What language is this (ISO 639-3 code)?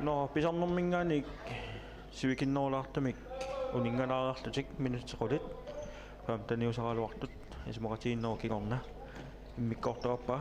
kal